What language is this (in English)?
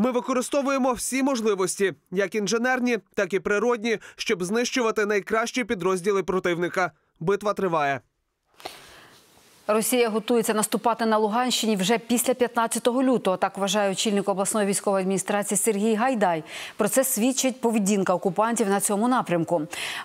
Ukrainian